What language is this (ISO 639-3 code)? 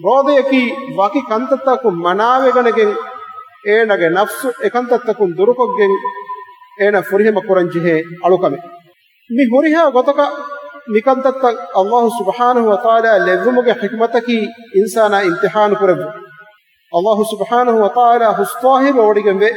div